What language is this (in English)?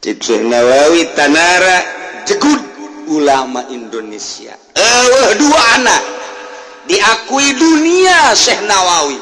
Sundanese